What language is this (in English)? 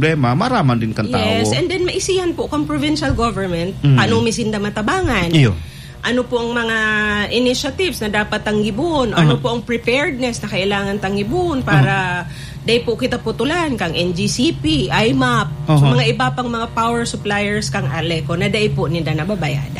Bikol